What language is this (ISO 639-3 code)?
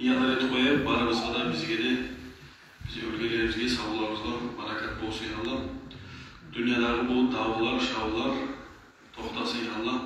kum